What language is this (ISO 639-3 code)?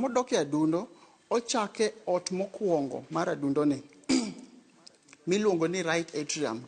luo